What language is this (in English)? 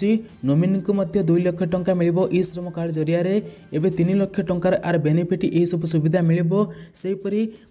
Odia